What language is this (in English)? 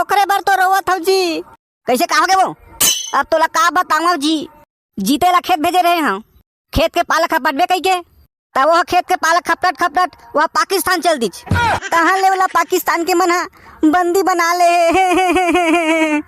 Chhattisgarhi